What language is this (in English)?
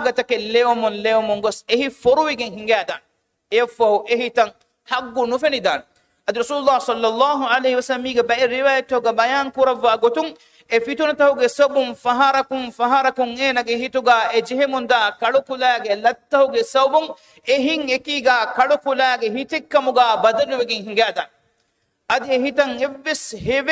Divehi